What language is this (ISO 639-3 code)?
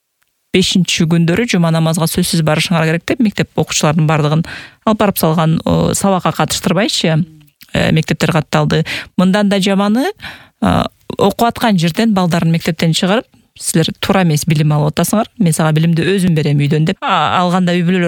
kir